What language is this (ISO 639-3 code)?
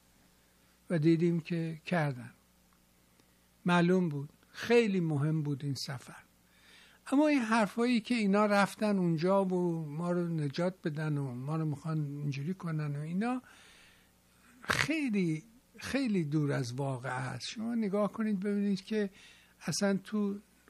fas